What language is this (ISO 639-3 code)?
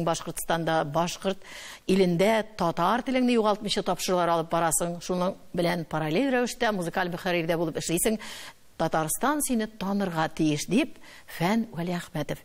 tat